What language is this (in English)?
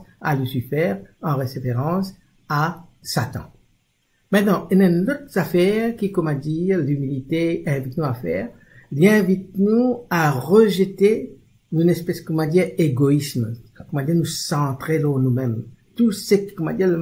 Morisyen